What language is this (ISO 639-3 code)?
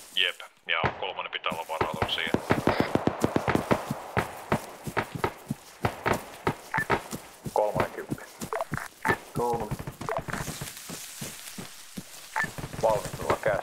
fin